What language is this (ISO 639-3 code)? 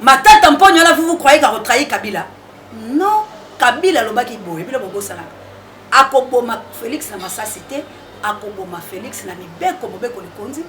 lin